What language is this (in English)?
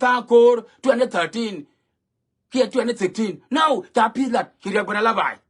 Nuer